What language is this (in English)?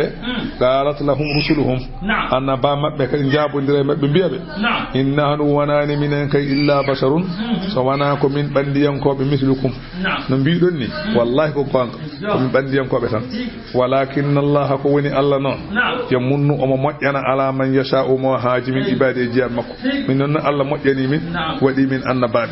Fula